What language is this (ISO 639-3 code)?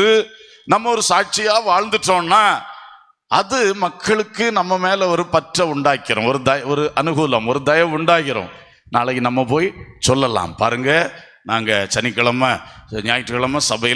tam